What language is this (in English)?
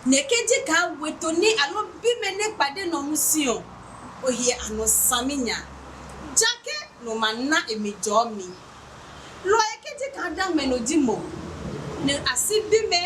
Adangme